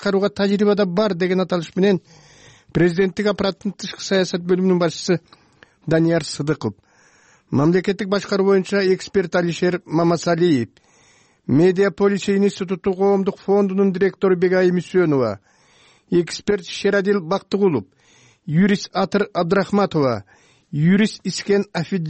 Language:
Kyrgyz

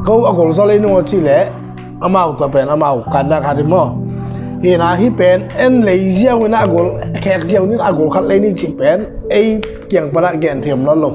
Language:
Tedim Chin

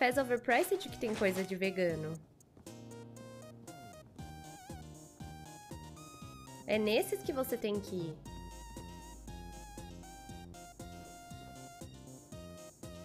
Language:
Portuguese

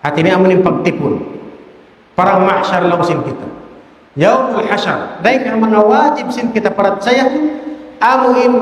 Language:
Tausug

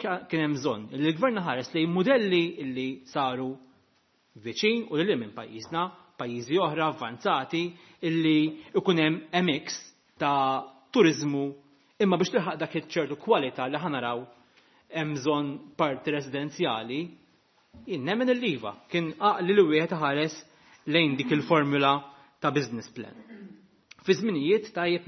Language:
Maltese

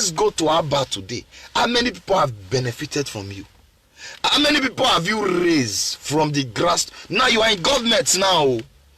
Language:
Nigerian Pidgin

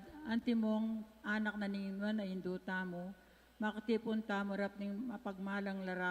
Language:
Pampanga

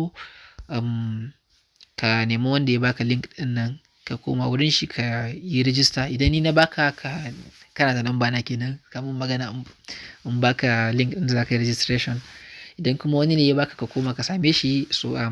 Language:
Hausa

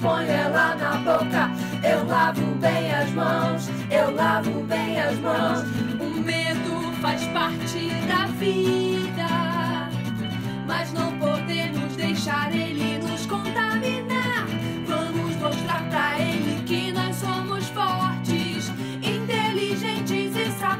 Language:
Portuguese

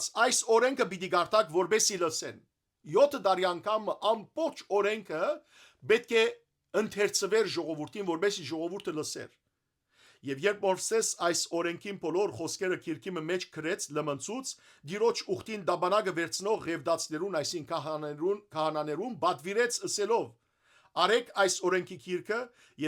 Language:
Western Armenian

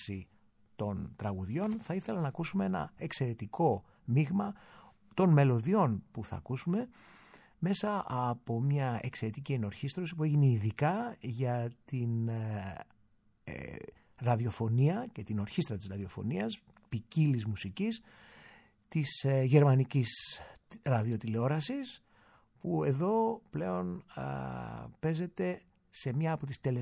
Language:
Greek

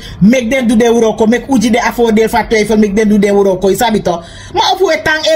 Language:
Sranan Tongo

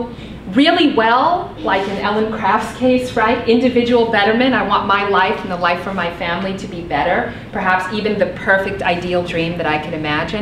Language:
English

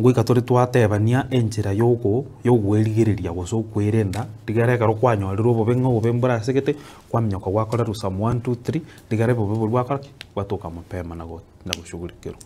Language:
Gusii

